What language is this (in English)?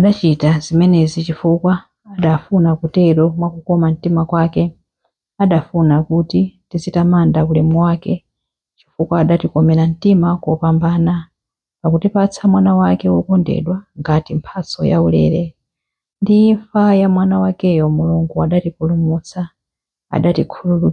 Nyanja